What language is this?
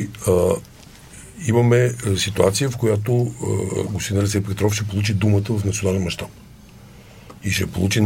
Bulgarian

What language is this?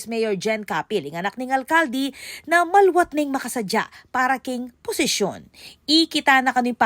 Pampanga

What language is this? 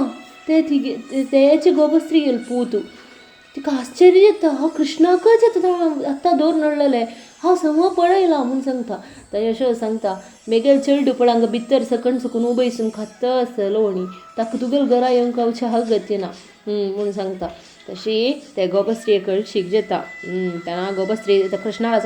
Konkani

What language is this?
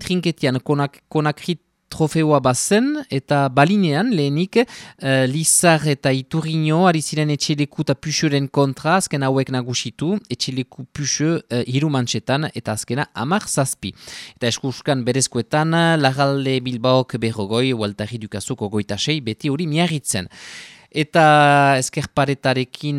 Basque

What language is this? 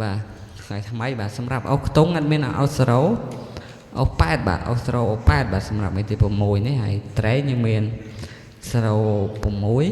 Khmer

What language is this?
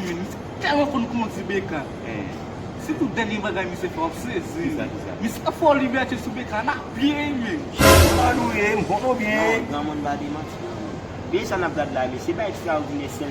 Haitian Creole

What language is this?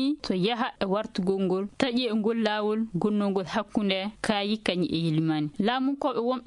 Fula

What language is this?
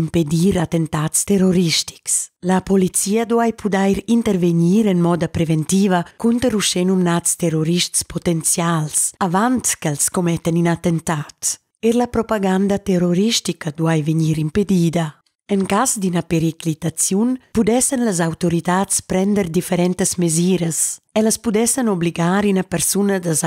Romansh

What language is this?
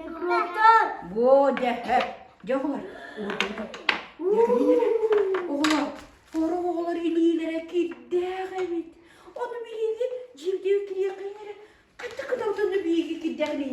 Yakut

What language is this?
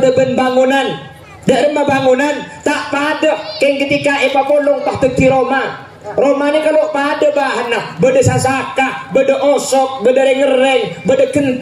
Madurese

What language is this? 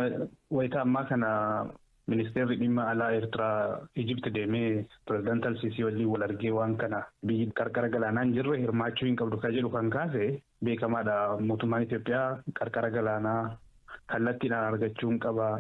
Oromo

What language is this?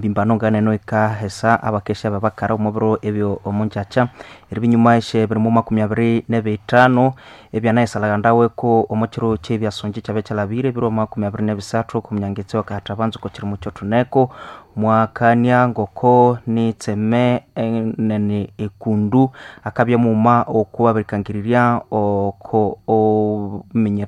Nande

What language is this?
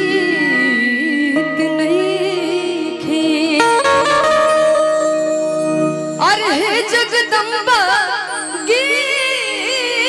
Bhojpuri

